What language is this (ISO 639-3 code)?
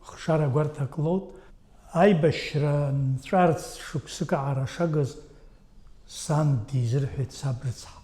abk